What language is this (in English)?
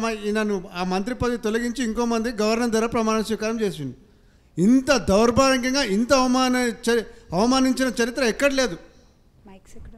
Telugu